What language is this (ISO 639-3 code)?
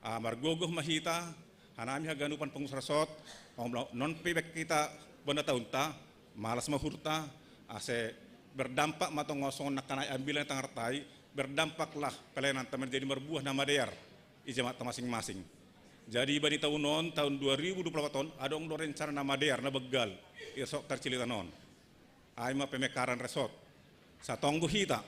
bts